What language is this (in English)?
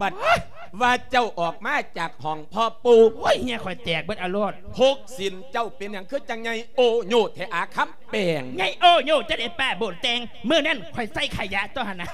Lao